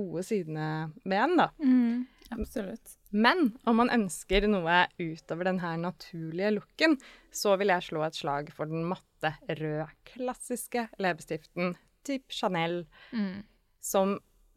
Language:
Norwegian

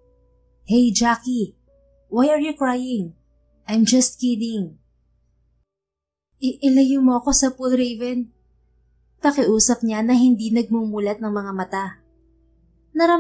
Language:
Filipino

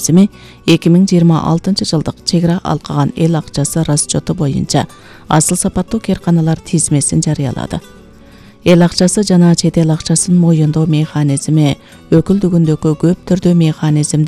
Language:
Kyrgyz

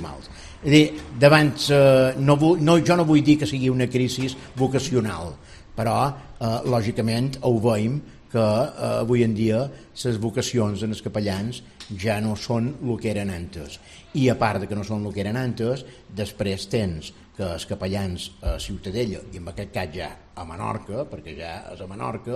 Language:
Catalan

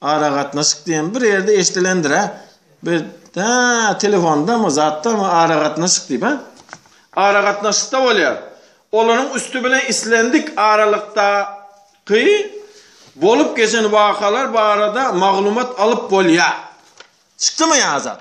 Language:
Turkmen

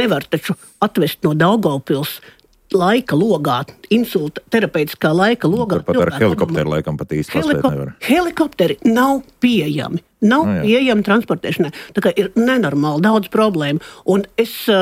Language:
Latvian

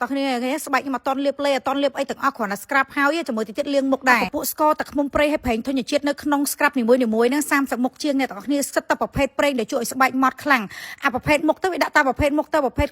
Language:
Khmer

